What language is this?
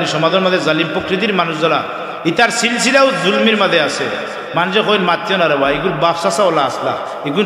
Sylheti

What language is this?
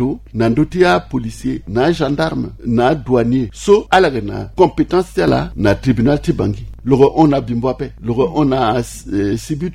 Sango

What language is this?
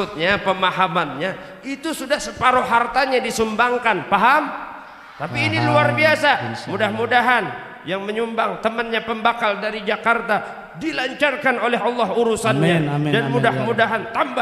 Banjar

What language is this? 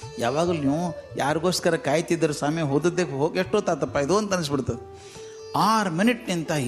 Kannada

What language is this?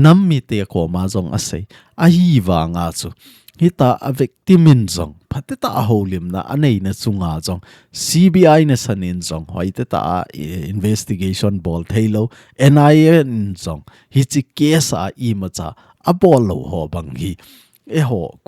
Thado Chin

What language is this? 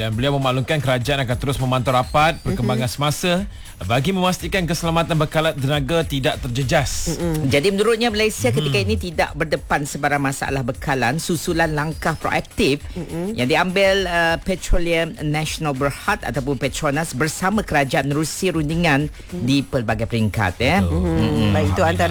Malay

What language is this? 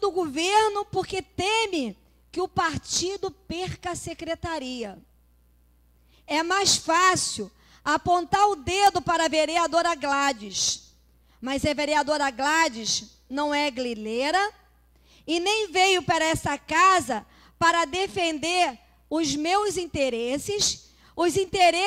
Portuguese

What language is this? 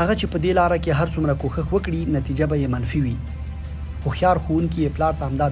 Pashto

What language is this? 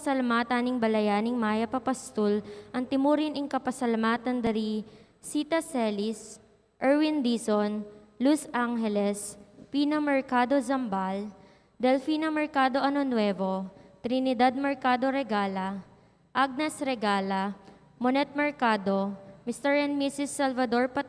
Pampanga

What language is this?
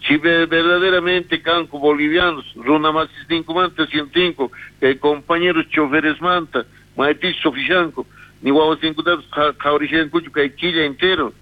South Bolivian Quechua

